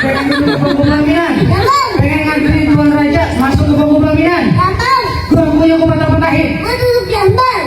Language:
Betawi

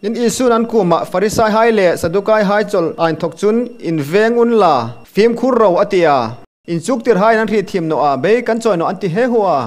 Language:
Hmar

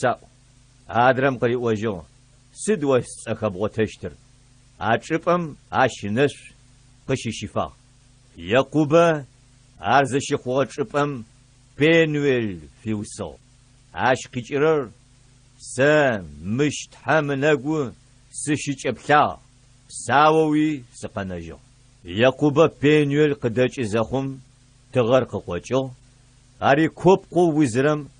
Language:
Adyghe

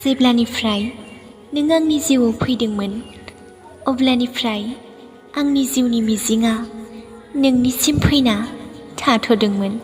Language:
Bodo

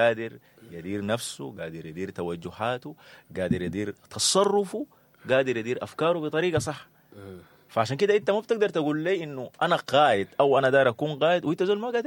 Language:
Sudanese Arabic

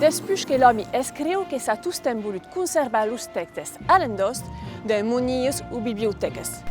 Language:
Occitan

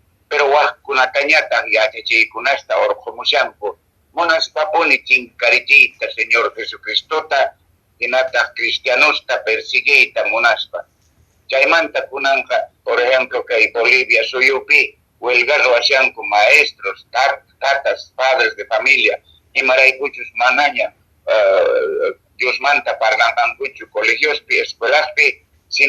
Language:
Quechua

